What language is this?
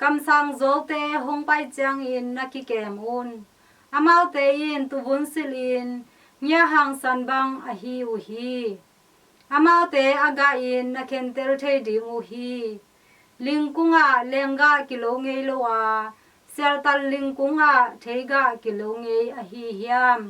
Tedim Chin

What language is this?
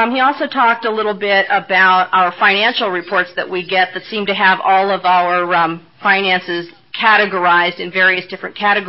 English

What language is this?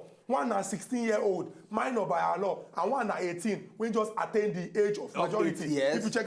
Nigerian Pidgin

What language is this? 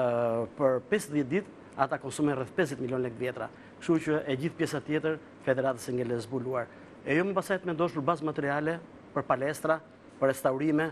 Albanian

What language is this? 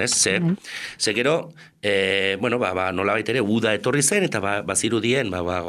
Basque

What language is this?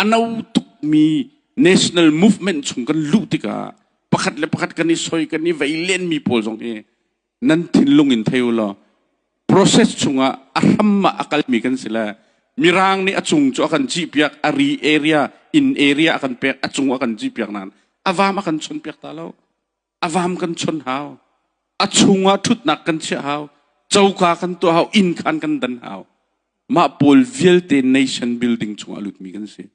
Hakha Chin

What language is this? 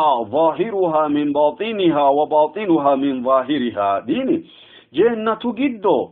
Sidamo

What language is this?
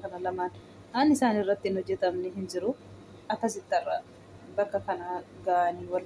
Oromo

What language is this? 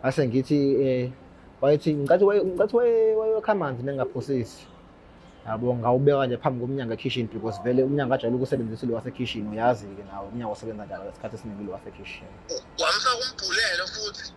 Zulu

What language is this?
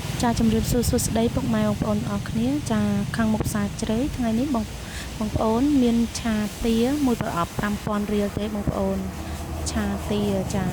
Khmer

